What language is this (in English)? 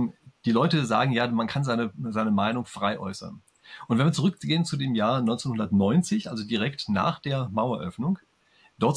German